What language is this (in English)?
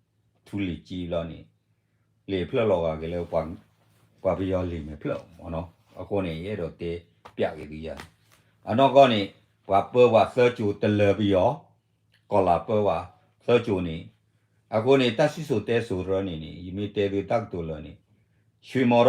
S'gaw Karen